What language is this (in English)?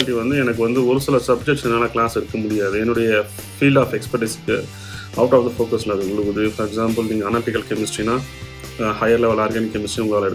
Tamil